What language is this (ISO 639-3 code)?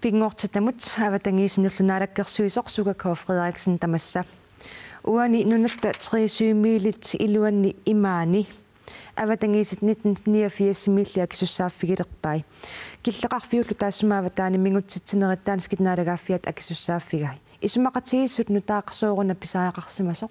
kal